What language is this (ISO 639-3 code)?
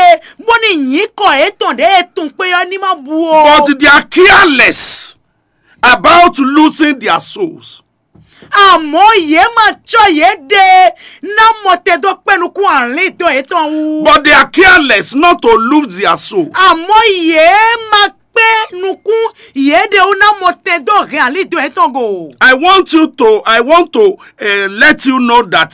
fon